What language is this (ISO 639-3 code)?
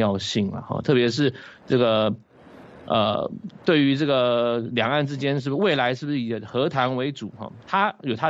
zho